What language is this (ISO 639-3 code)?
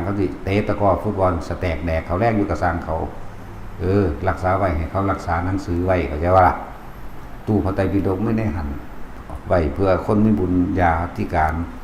tts